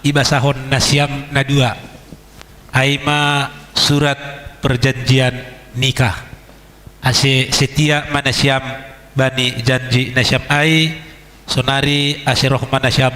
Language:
Batak Simalungun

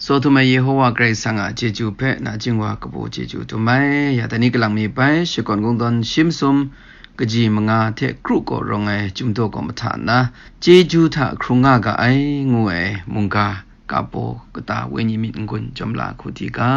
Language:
Kachin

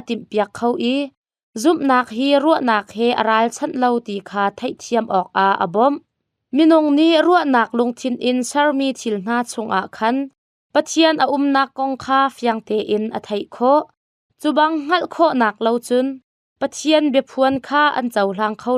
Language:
Hakha Chin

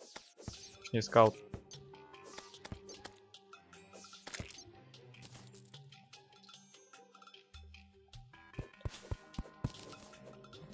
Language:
Russian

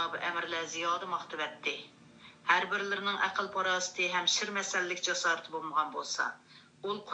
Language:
Uyghur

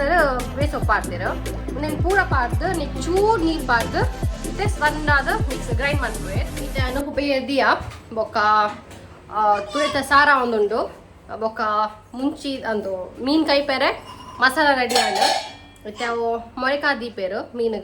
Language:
Tulu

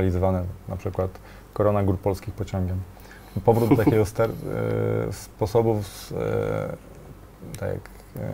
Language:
Polish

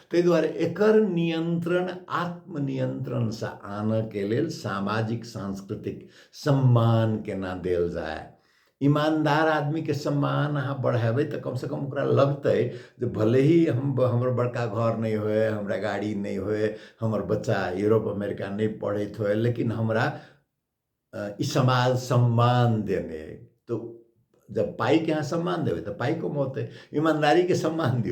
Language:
Maithili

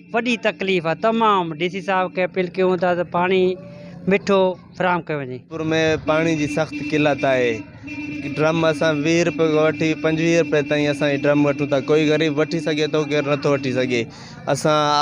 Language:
Sindhi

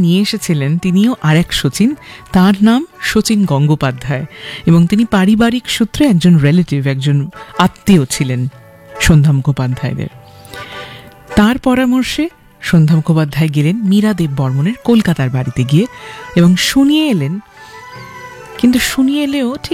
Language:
Bangla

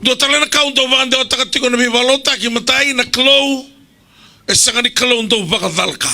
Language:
Fijian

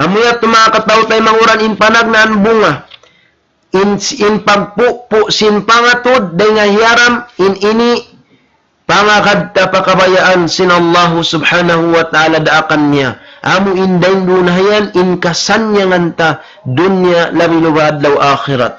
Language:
Tausug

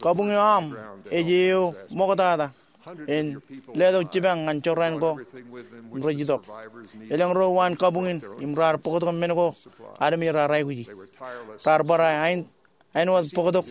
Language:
Marshallese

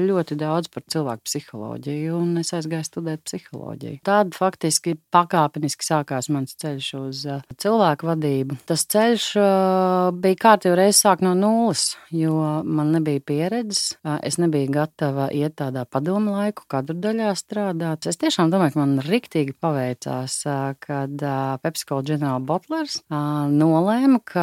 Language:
Latvian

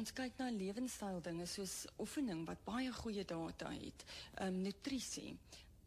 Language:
Afrikaans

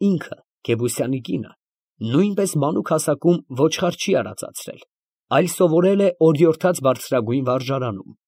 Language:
Armenian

